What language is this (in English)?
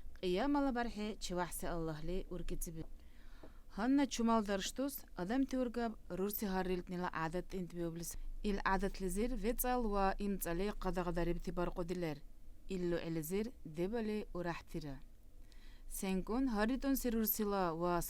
Dargwa